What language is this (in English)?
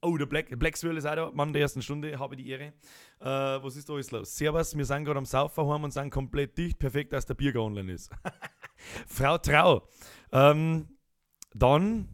Bavarian